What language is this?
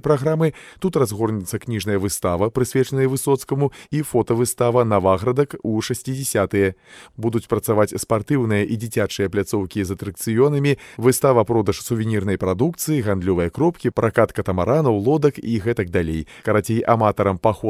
Belarusian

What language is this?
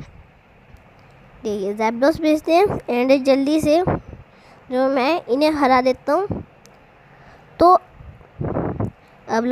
Hindi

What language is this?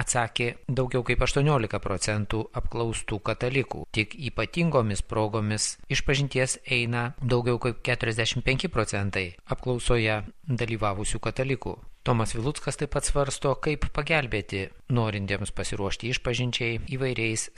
Lithuanian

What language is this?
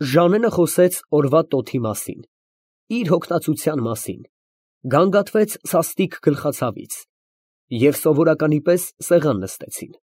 Armenian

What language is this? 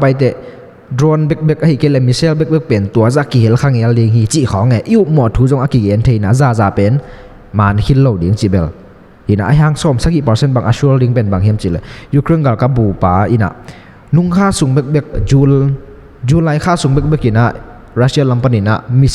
Tedim Chin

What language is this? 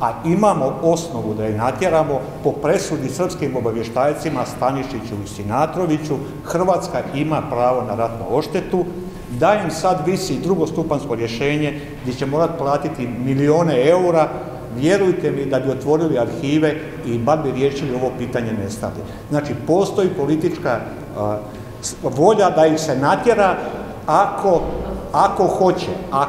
Croatian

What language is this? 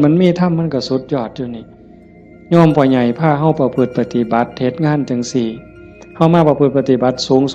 Northeastern Thai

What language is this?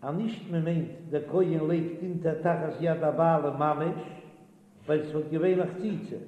Yiddish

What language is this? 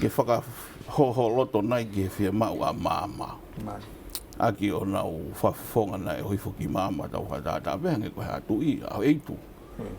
Tongan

